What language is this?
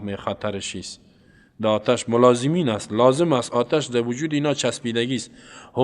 Persian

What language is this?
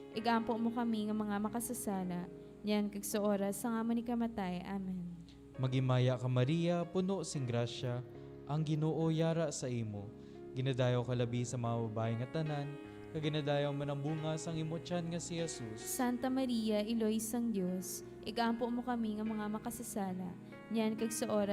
Hiligaynon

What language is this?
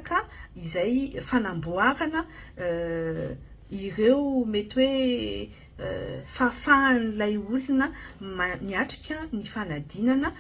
Malagasy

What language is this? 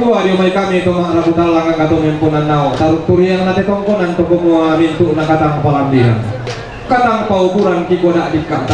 Toraja-Sa'dan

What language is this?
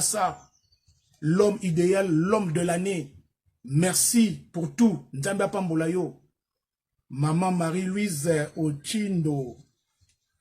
Lingala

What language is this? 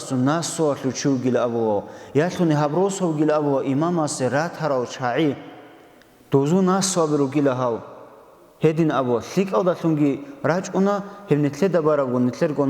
Avaric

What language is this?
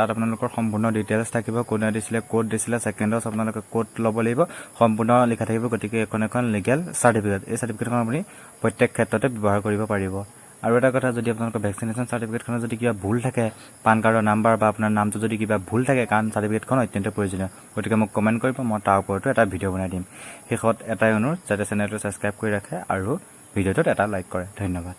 Assamese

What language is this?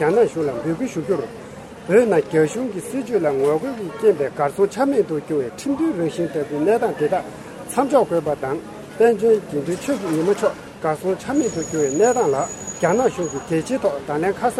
Tibetan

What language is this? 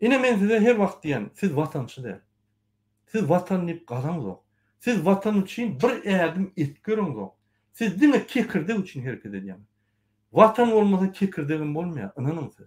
Turkmen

